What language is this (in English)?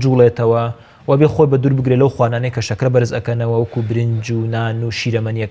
Central Kurdish